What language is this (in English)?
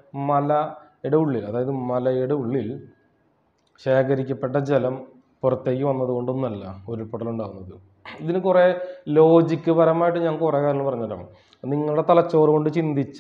Malayalam